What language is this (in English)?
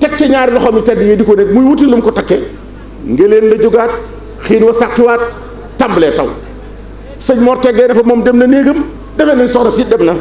Wolof